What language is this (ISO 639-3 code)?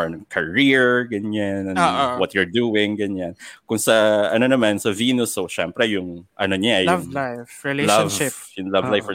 fil